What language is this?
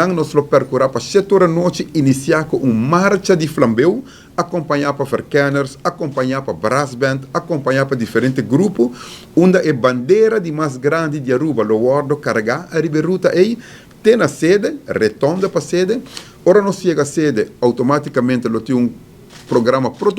Papiamento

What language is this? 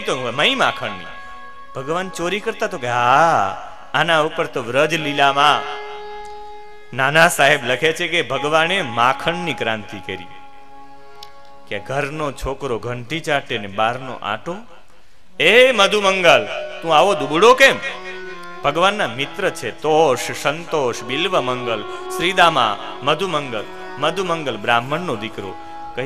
Gujarati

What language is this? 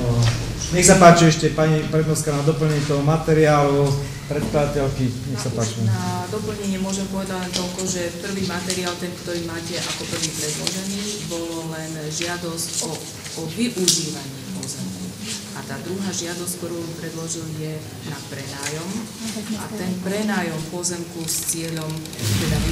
Slovak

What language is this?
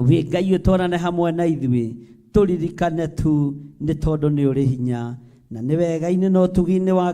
Kikuyu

